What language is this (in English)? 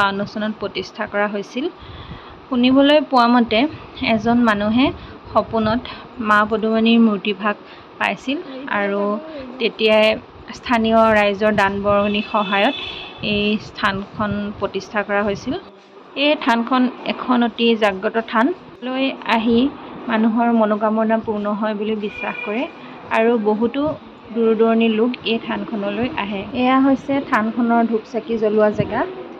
Assamese